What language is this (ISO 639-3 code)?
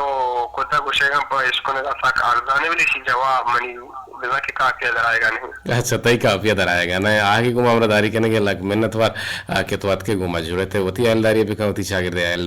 bgp